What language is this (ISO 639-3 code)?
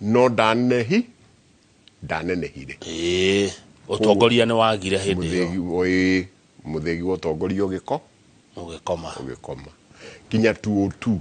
kik